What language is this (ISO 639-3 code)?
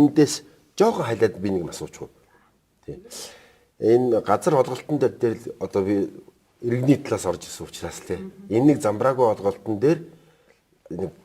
mon